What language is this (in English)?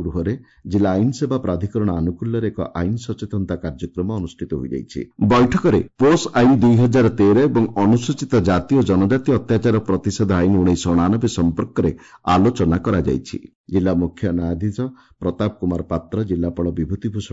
Odia